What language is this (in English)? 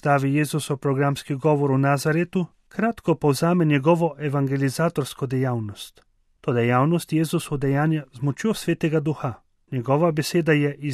Slovenian